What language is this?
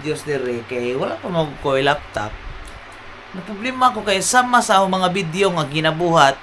Cebuano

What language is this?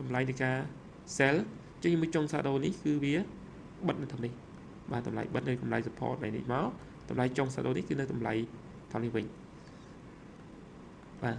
Khmer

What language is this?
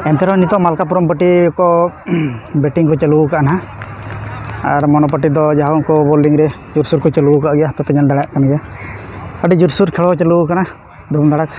Santali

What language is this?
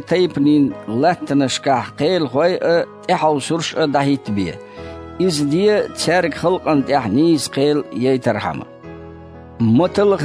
Chechen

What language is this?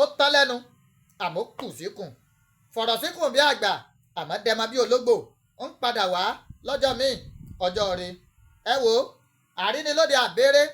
Yoruba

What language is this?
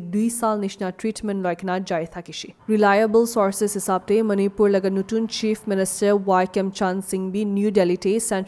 Naga Pidgin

